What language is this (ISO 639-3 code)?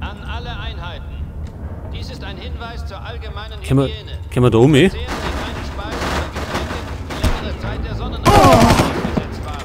bar